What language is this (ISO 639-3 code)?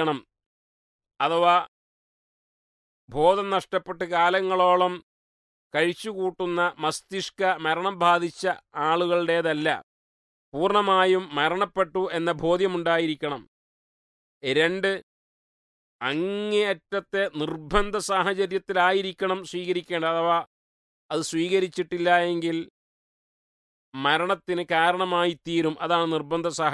mal